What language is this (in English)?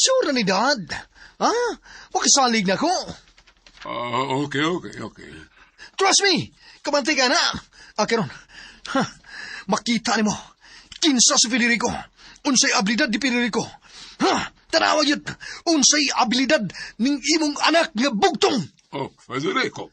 Cebuano